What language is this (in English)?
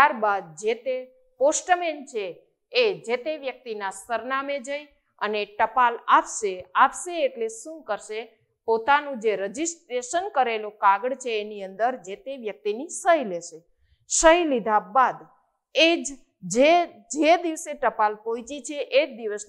Gujarati